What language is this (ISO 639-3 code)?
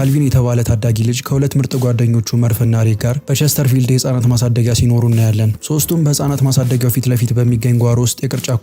amh